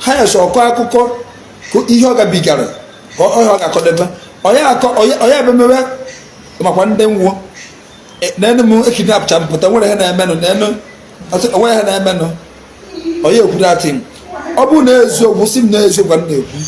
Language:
Igbo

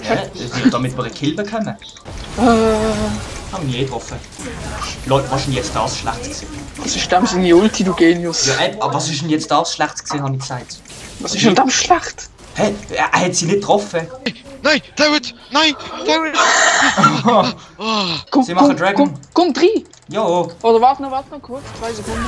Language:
Swiss German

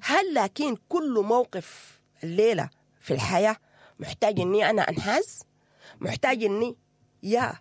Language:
Sudanese Arabic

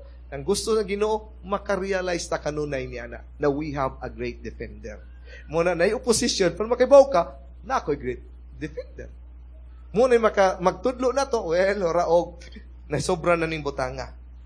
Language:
Cebuano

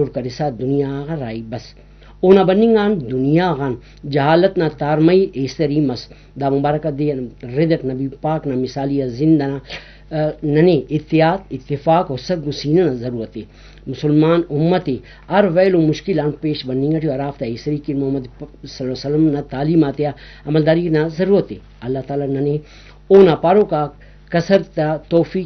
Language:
Brahui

